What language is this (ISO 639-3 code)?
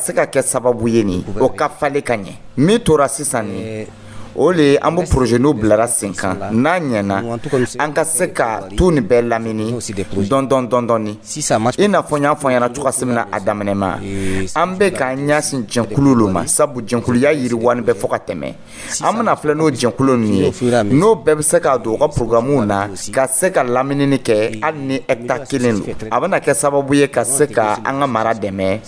dyu